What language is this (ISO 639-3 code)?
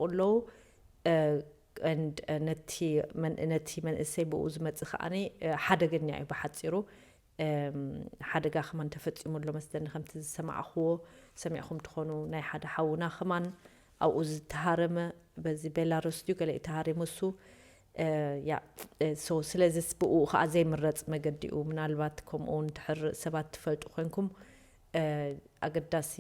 tir